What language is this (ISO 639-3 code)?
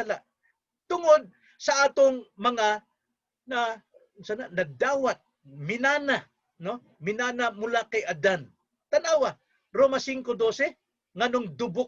ceb